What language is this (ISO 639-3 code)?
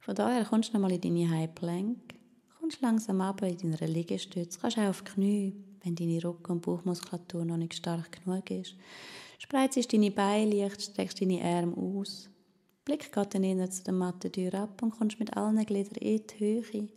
gsw